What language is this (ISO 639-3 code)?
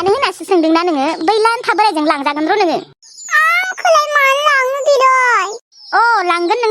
brx